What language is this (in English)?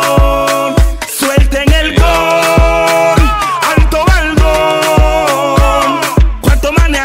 Spanish